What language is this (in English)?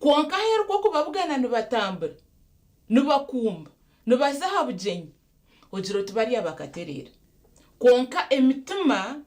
Nyankole